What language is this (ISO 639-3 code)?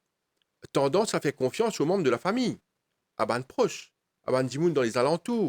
mfe